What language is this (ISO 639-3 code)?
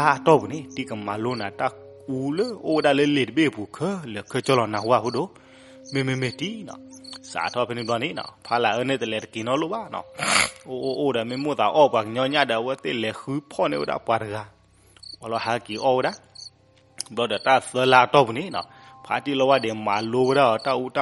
ksw